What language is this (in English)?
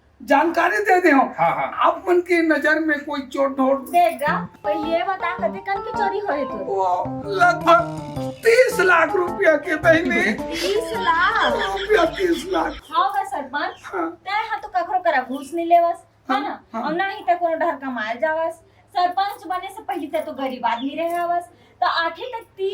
Chhattisgarhi